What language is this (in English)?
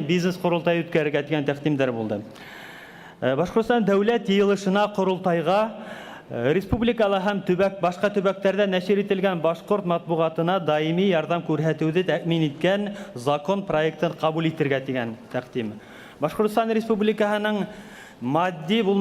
Bashkir